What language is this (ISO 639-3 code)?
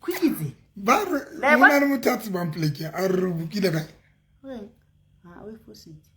sot